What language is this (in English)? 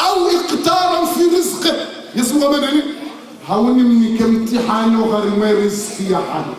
Ngazidja Comorian